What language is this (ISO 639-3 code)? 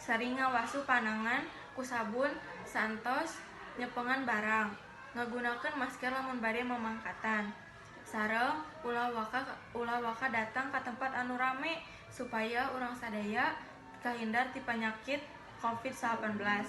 sun